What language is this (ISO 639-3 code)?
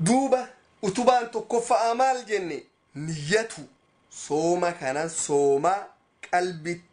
orm